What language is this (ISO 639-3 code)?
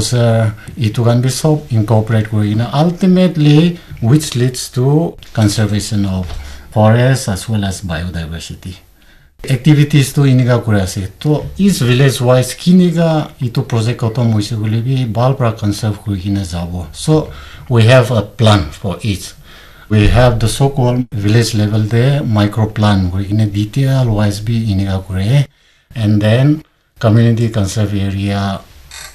nag